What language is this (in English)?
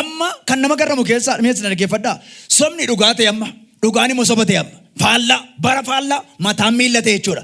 Oromo